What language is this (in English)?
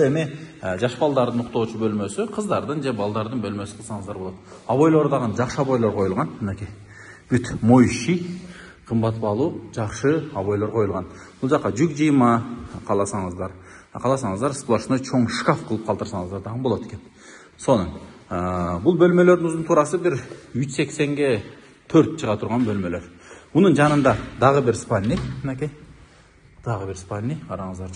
Kyrgyz